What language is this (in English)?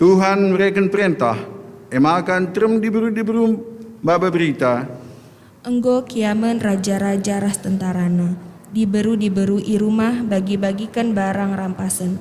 Batak Karo